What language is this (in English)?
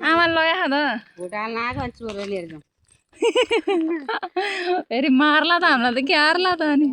Nepali